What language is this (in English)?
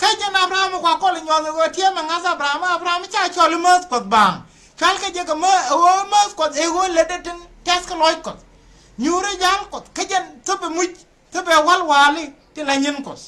Nuer